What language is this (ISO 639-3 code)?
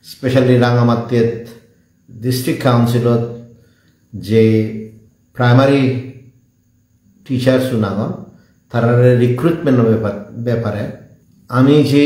ccp